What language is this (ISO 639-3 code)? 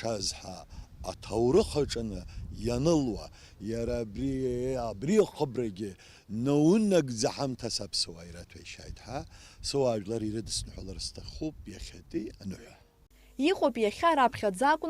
abk